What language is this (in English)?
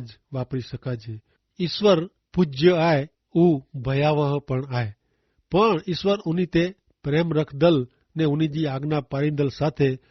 Kachhi